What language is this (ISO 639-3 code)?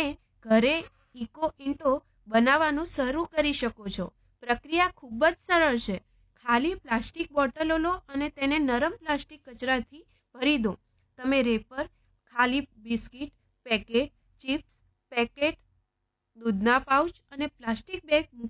guj